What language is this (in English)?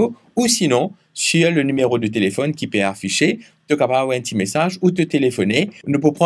Morisyen